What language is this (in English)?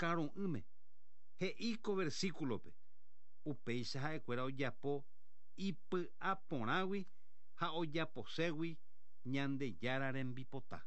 Guarani